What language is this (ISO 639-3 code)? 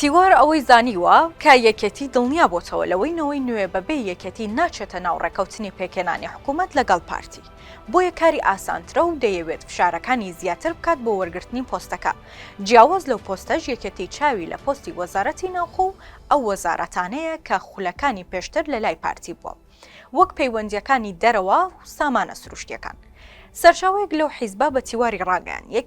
ckb